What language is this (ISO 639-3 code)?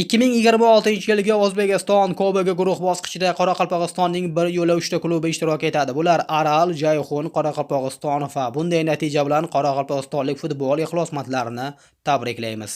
uzb